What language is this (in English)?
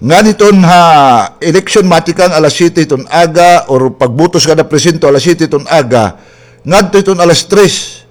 Waray